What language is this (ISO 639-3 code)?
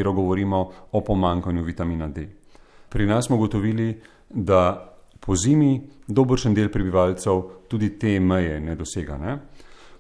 slv